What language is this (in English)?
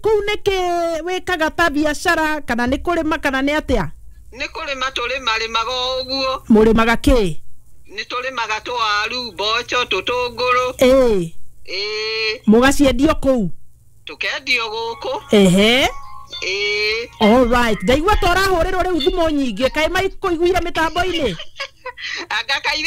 Kikuyu